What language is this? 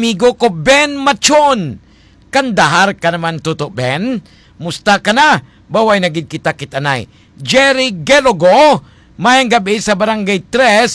Hiligaynon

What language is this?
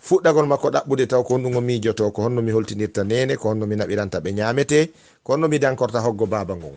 Fula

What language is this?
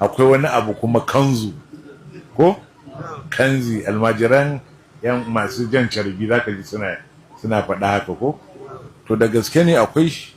Hausa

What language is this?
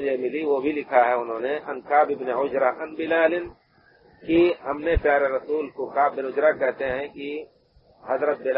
Urdu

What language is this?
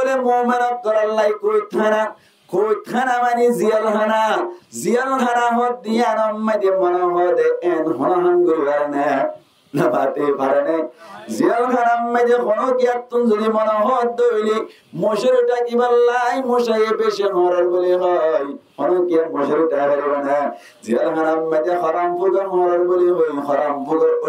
Rohingya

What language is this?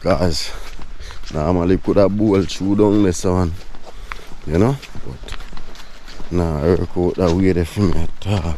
Jamaican Creole English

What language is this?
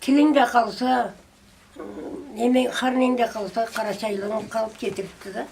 Karachay-Balkar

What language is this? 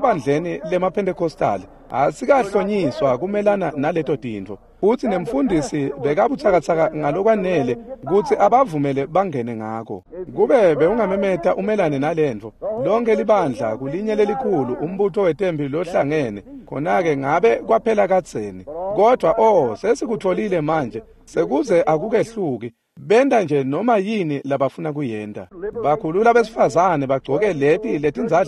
Swati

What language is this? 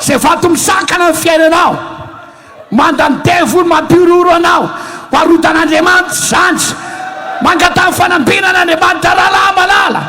Malagasy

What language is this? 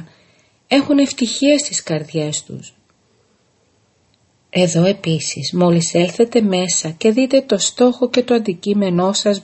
Greek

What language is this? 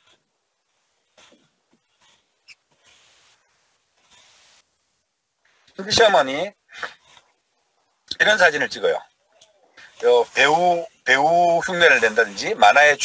Korean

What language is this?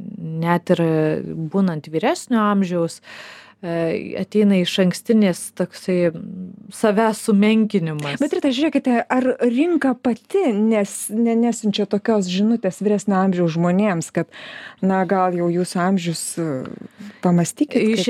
Lithuanian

